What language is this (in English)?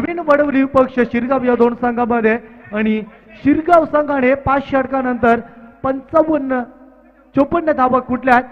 Marathi